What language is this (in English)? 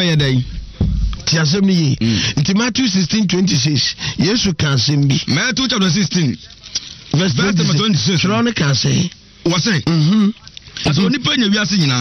Akan